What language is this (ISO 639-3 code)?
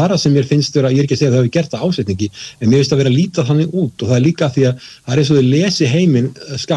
isl